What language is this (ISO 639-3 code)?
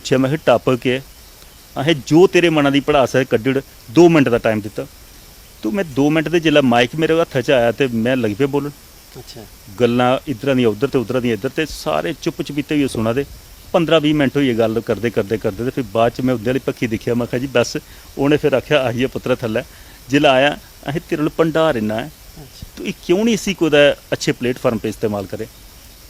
doi